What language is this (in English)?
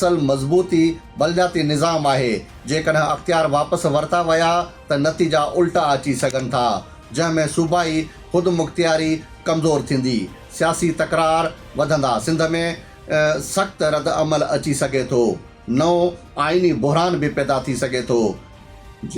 Sindhi